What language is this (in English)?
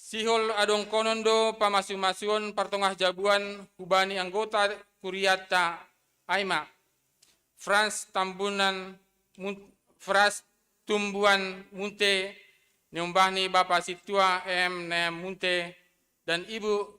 Batak Simalungun